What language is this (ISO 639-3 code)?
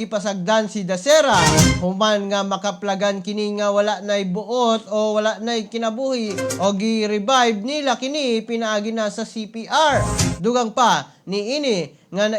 ceb